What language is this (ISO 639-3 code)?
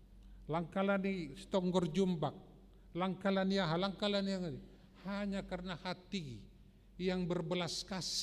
bts